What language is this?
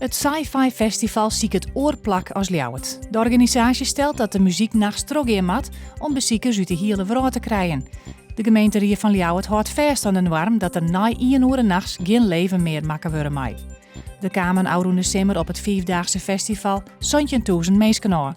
Western Frisian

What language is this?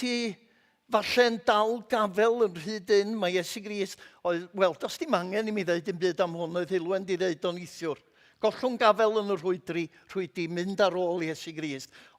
Welsh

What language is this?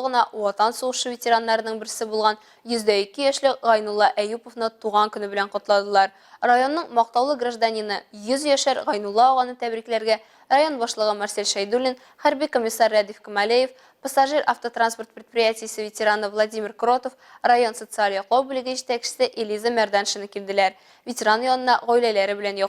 Tatar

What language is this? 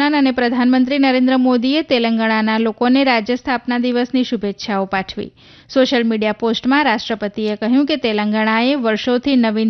Gujarati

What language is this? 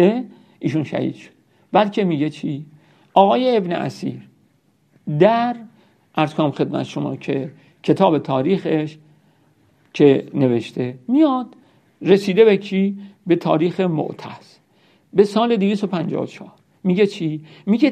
Persian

